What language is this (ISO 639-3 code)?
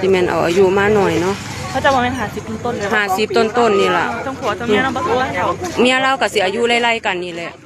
lao